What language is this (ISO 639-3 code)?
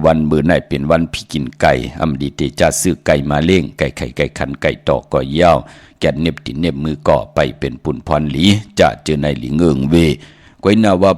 shn